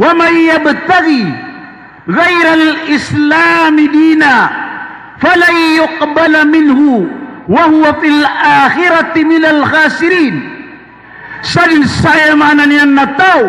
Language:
Maranao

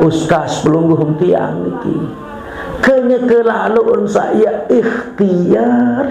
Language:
Sasak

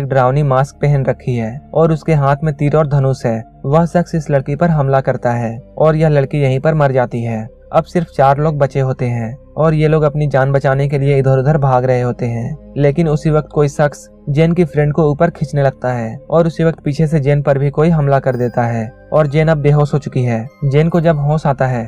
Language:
Hindi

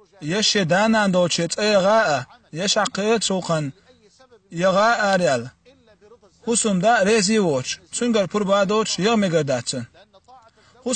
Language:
Chechen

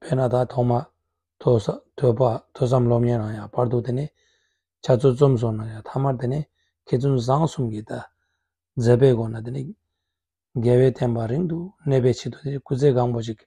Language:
Tibetan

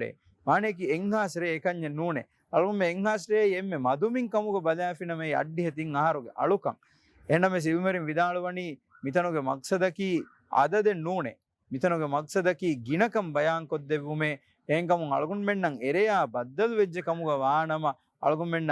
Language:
Divehi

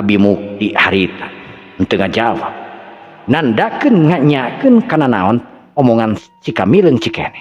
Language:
Sundanese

